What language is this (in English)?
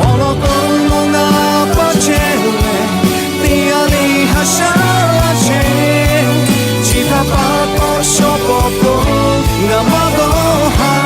Lahu